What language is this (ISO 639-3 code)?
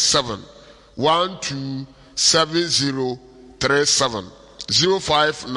aka